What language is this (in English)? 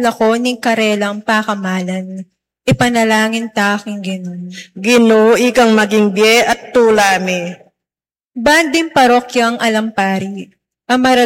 Pampanga